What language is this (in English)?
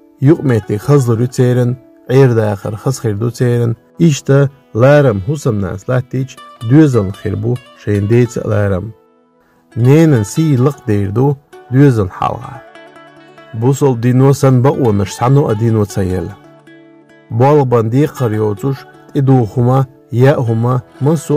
Chechen